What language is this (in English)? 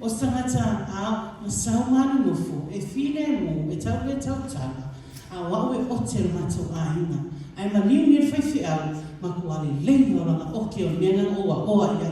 Samoan